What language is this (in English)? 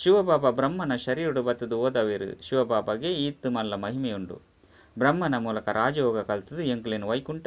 Tulu